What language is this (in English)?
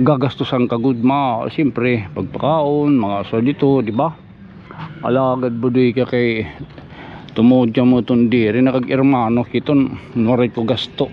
Waray